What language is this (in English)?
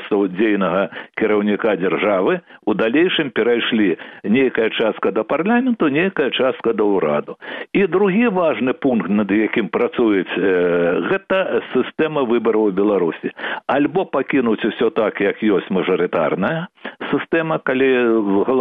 Belarusian